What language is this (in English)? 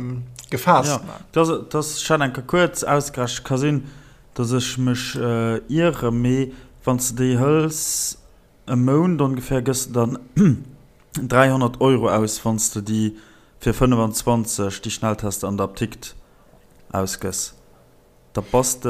Luxembourgish